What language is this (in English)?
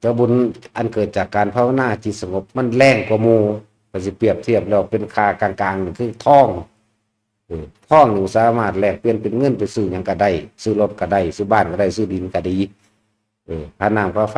Northeastern Thai